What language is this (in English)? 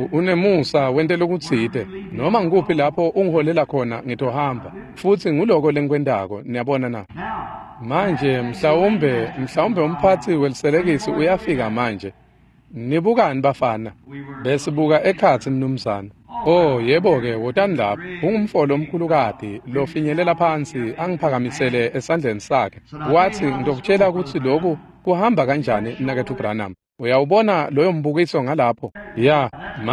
Swati